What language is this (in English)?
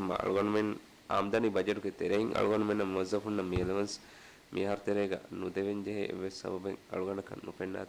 Divehi